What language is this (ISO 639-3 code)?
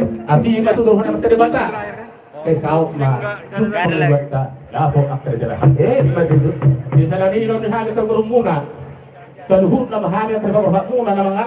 bbc